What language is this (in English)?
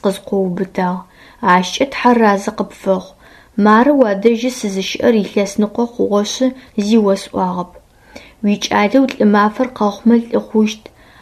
Adyghe